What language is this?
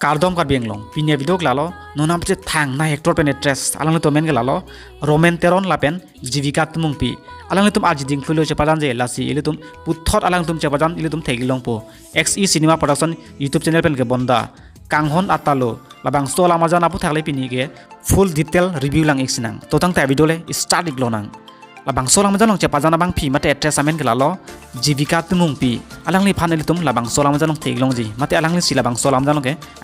Karbi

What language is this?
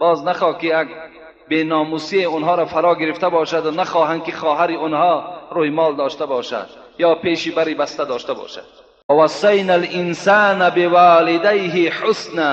Tajik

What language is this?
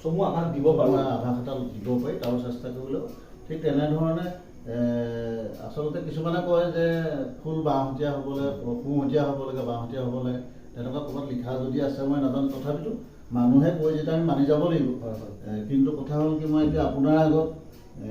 Assamese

